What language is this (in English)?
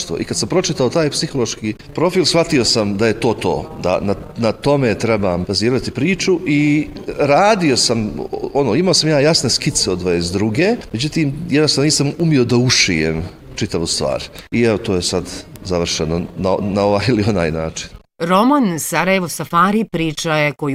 Bosnian